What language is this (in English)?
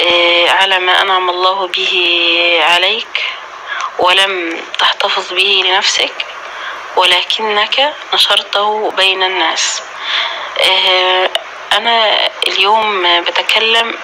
North Levantine Arabic